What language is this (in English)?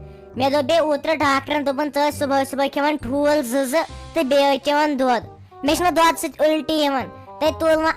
Kashmiri